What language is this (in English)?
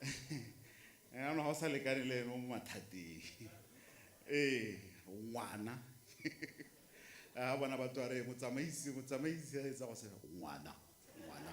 Tswana